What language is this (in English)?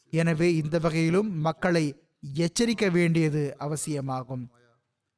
Tamil